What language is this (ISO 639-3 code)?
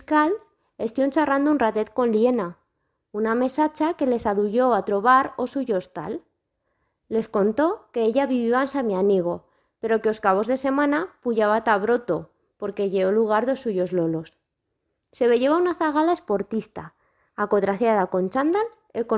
arg